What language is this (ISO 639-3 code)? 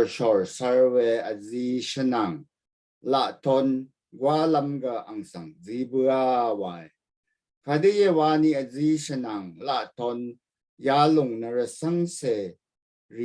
raw